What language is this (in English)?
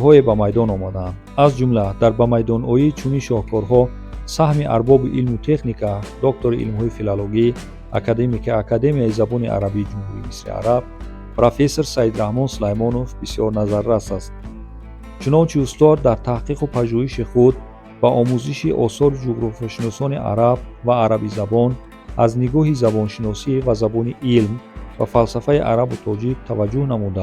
Tajik